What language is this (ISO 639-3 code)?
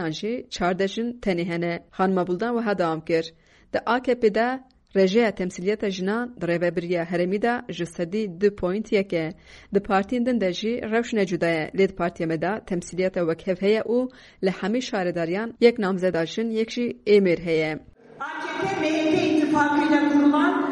kur